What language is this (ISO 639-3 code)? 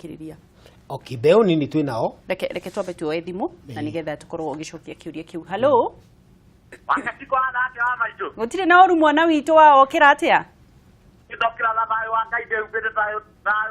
kik